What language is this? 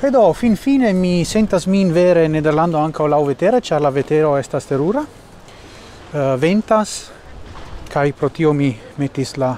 Esperanto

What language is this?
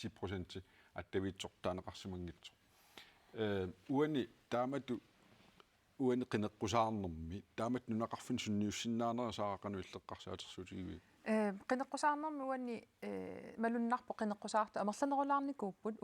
Kalaallisut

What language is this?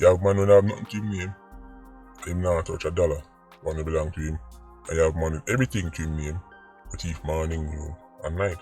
Jamaican Creole English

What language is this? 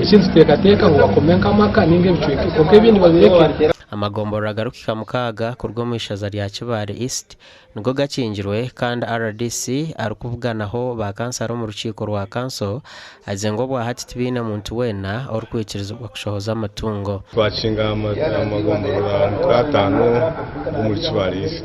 Nyankole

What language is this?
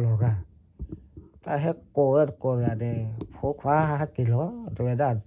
S'gaw Karen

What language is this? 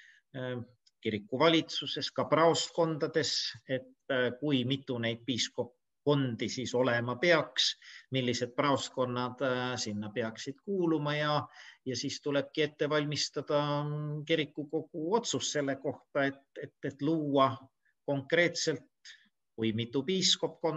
Estonian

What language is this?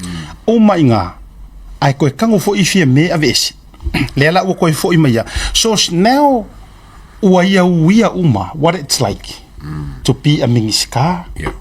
Samoan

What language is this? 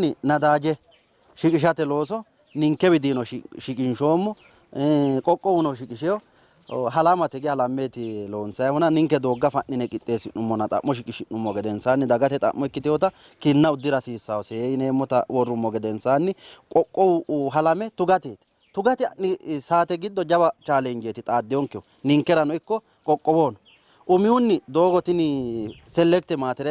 Sidamo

